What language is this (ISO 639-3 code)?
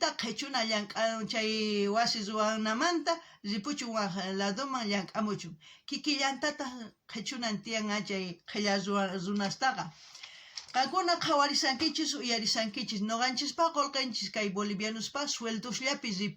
quh